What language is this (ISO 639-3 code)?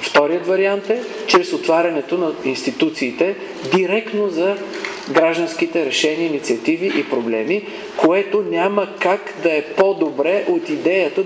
bul